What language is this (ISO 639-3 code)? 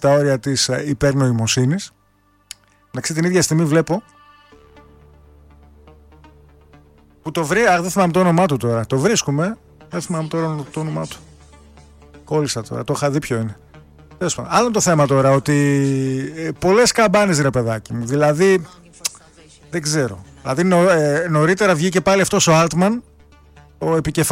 ell